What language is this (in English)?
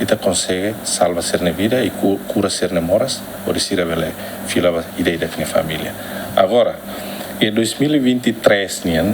Tetum